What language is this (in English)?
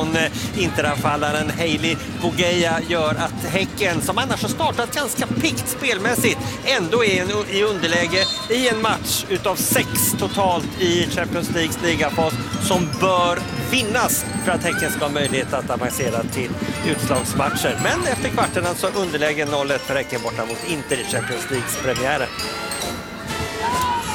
Swedish